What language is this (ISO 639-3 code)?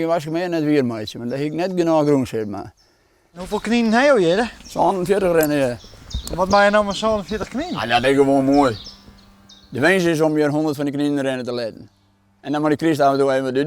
fry